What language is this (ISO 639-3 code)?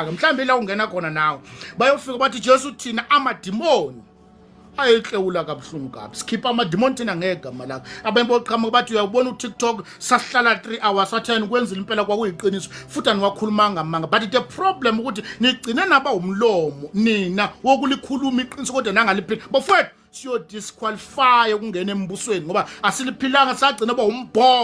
zul